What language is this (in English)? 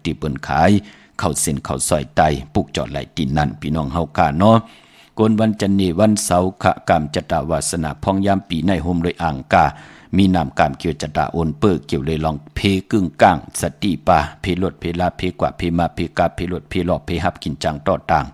Shan